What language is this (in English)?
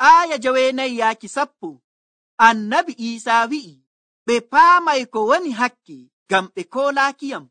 Nigerian Fulfulde